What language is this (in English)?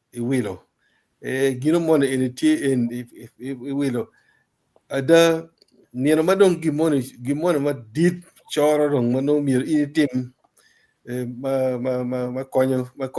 Acoli